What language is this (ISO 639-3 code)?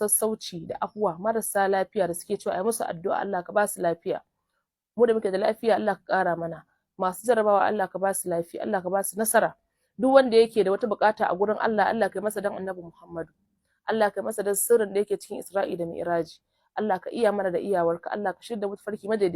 hau